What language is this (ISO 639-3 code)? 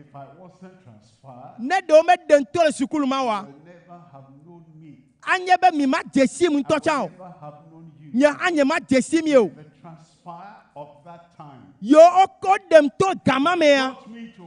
ewe